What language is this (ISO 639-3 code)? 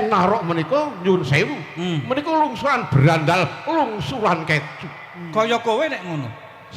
jav